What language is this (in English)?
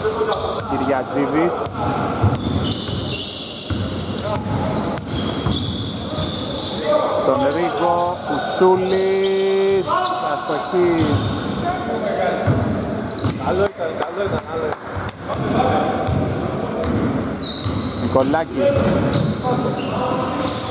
Greek